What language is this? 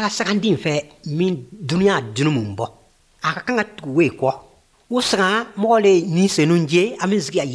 Bambara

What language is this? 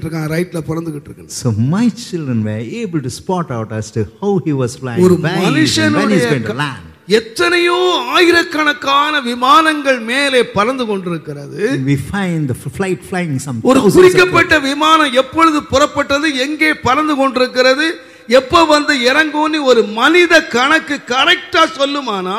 Tamil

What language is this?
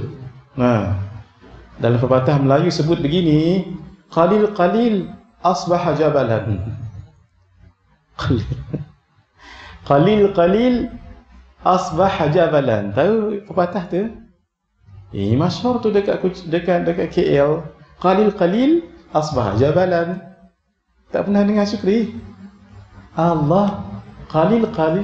Malay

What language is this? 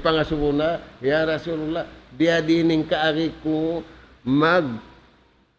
Tausug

